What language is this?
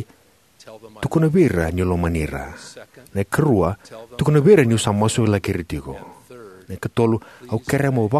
Fijian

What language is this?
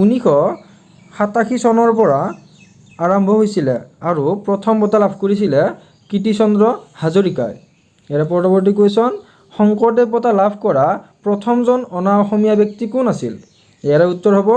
Assamese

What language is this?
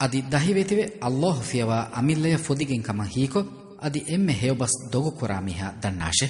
Divehi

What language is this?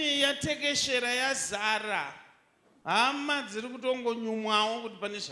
Shona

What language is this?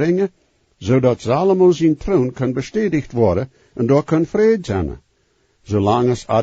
Plautdietsch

